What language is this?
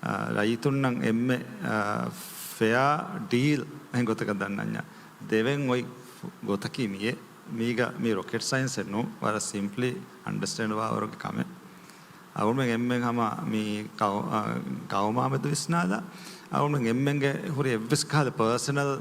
Divehi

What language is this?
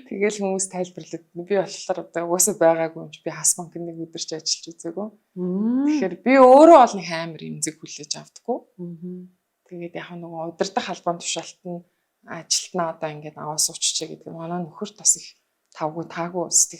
Mongolian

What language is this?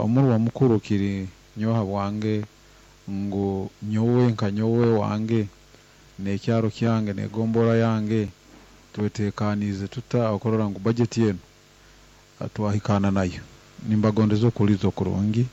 Nyankole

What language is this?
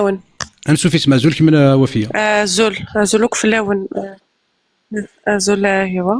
Kabyle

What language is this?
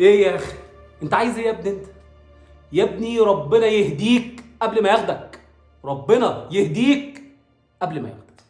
Egyptian Arabic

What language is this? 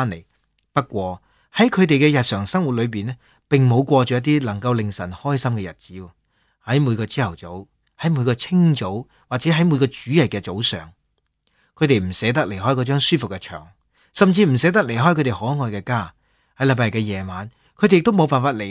Cantonese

